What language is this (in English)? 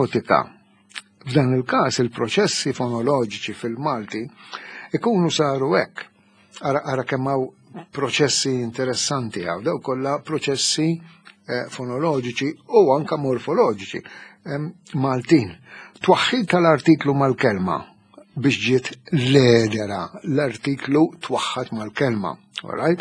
Maltese